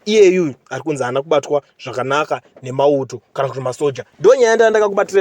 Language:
Shona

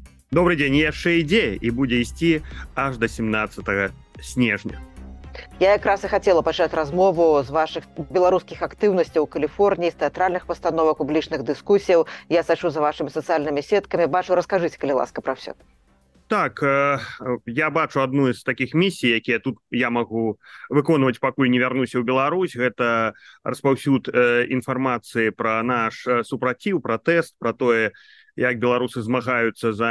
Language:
Belarusian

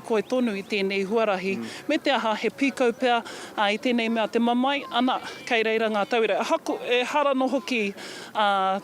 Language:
Māori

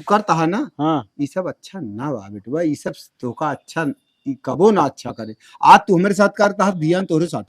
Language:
Awadhi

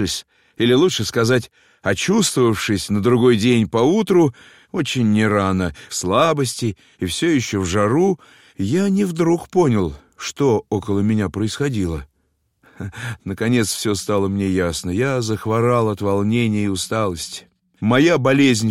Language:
Russian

